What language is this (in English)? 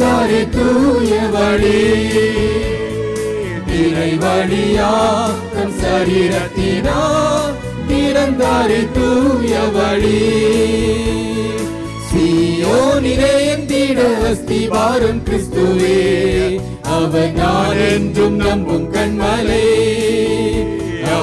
Tamil